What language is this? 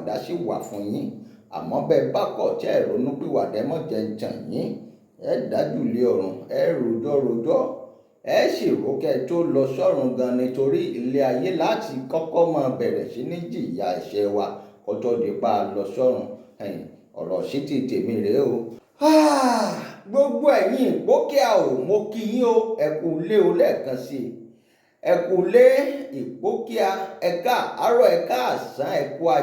Yoruba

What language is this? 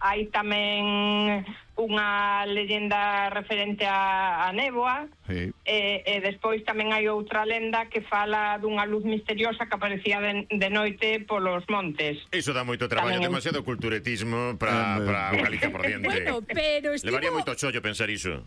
Galician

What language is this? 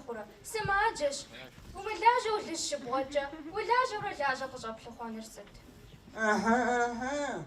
Kabardian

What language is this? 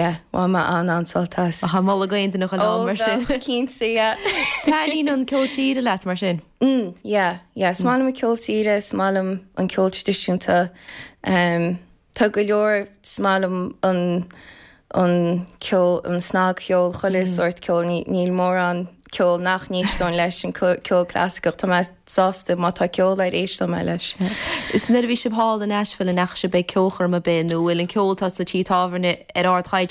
Irish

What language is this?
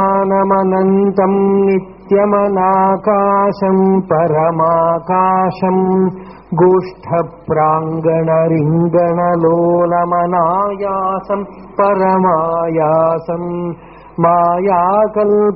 Malayalam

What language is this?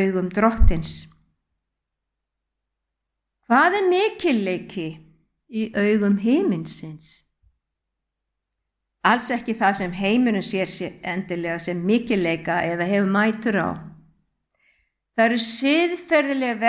Icelandic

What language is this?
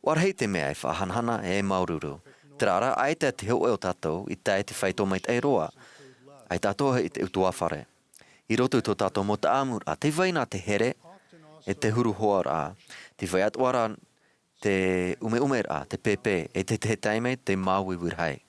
Tahitian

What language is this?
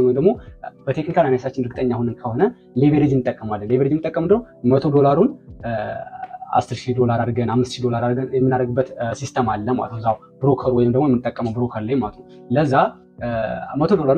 Amharic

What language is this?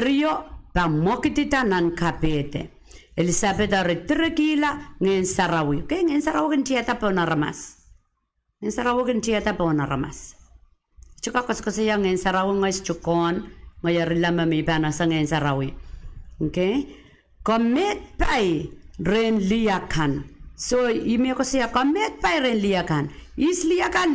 Pohnpeian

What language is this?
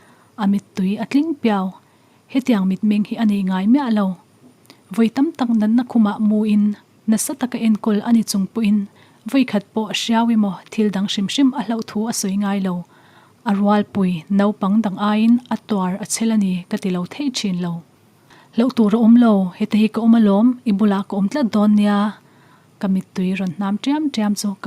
Mizo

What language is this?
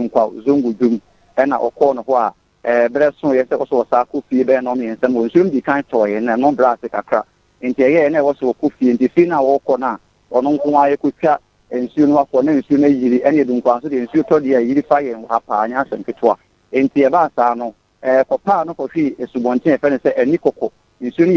Akan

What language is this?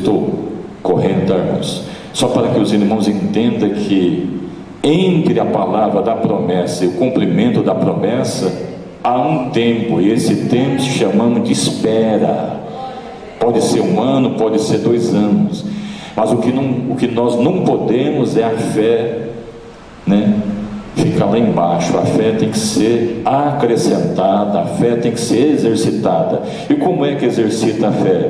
Portuguese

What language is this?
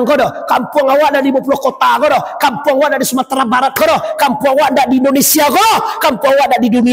Minangkabau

